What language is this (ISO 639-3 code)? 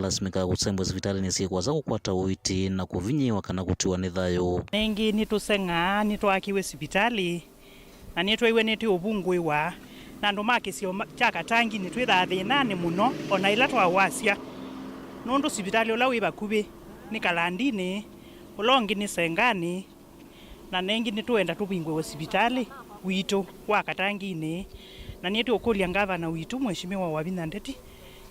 kam